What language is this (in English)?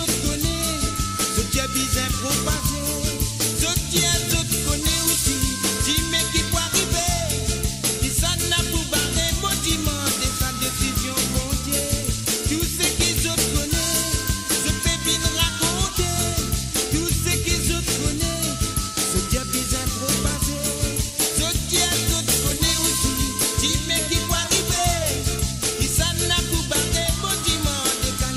Morisyen